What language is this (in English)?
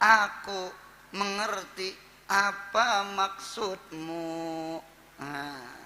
Banjar